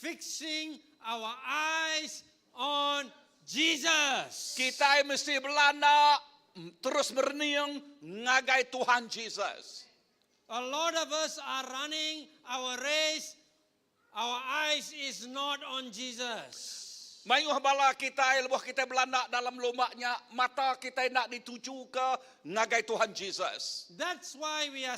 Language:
Iban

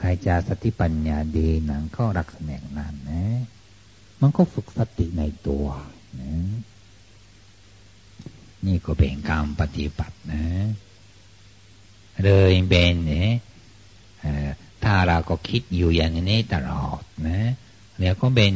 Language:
Thai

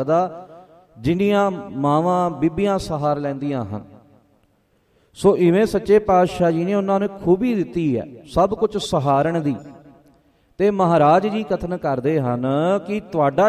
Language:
Punjabi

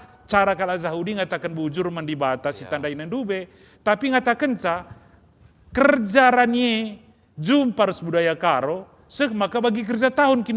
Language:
Batak Karo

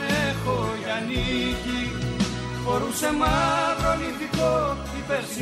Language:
Greek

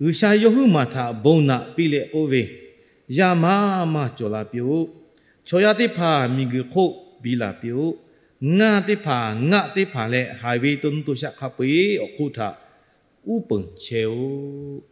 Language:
Lahu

